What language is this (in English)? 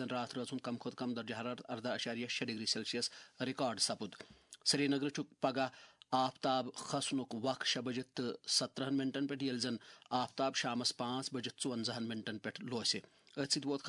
Kashmiri